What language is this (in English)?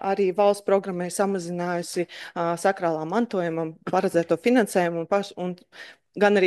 Latvian